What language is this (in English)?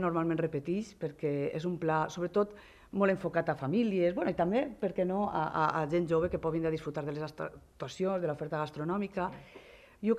Catalan